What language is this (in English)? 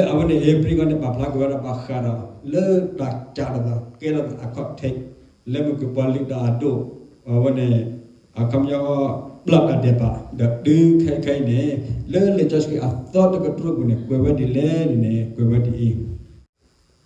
S'gaw Karen